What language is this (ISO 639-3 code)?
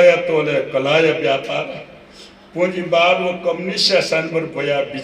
new